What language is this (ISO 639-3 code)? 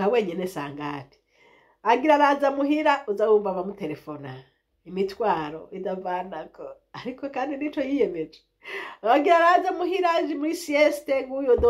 run